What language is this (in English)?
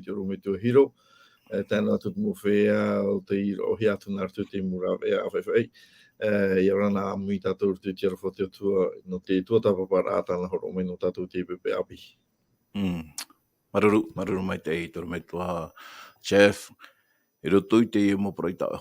Tahitian